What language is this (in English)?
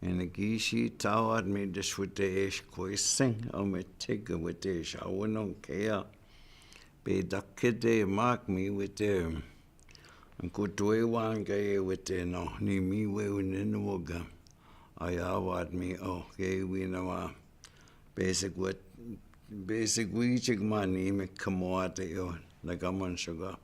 Chippewa